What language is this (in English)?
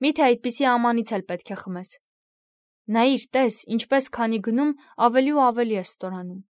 Armenian